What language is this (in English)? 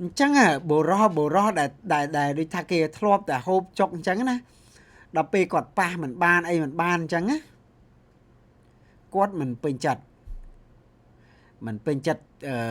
Khmer